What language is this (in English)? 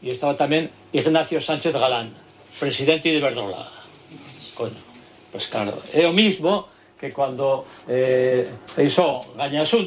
Galician